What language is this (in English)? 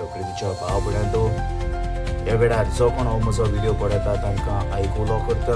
Konkani